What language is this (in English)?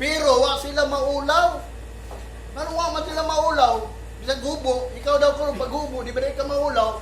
Cebuano